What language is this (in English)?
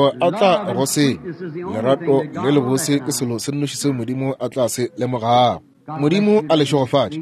Northern Sotho